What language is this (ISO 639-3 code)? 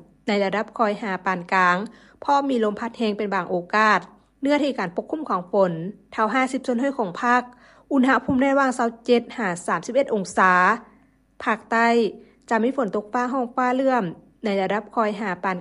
lao